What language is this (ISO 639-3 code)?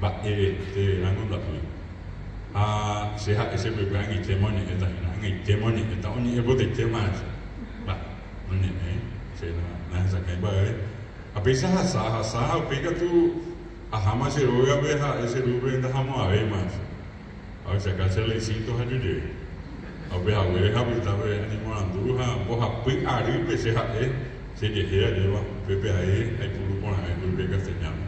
grn